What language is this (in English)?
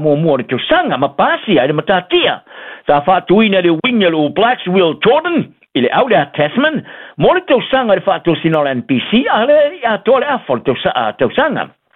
Samoan